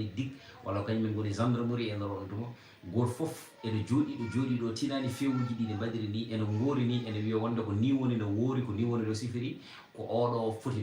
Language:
Fula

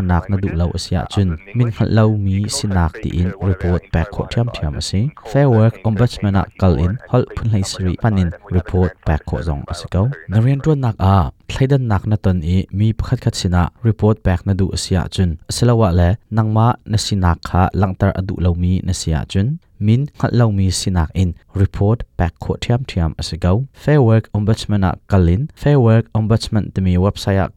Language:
Hakha Chin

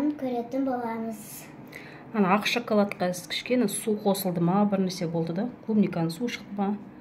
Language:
Kazakh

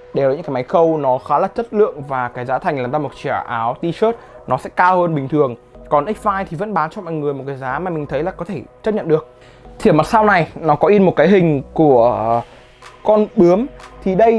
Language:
Vietnamese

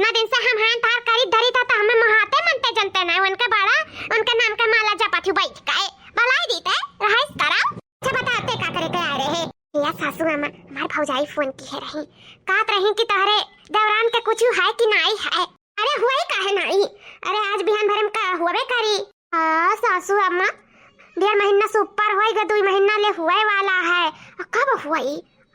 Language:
Awadhi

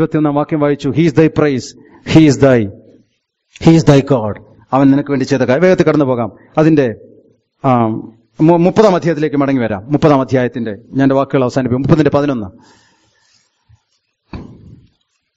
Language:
Malayalam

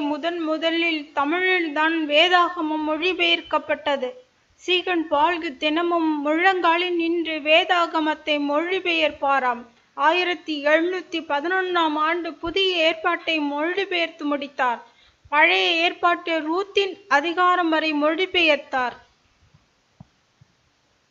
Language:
Tamil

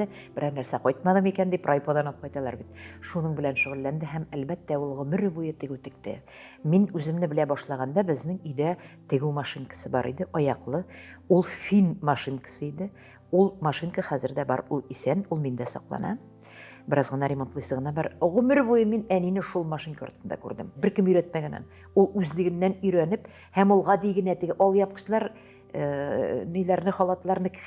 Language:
Tatar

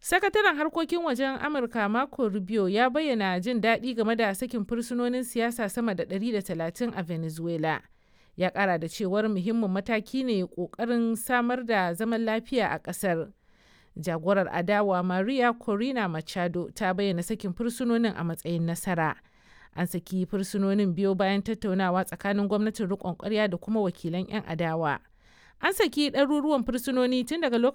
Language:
Hausa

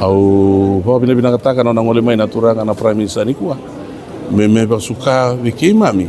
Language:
Fijian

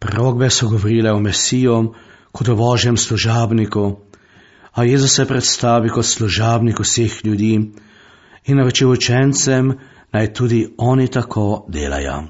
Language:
Slovenian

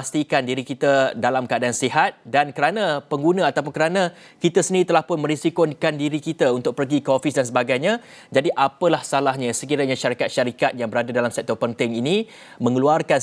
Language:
Malay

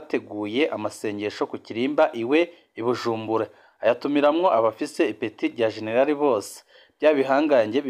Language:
Rundi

